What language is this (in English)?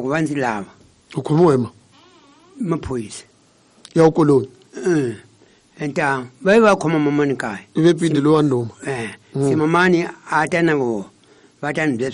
Tsonga